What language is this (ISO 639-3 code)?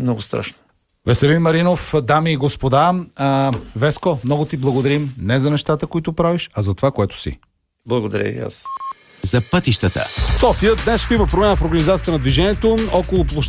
bul